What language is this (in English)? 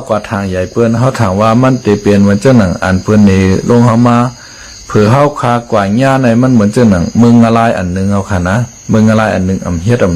Shan